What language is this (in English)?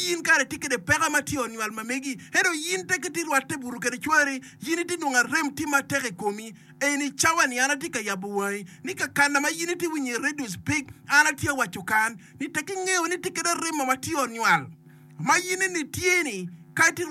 Acoli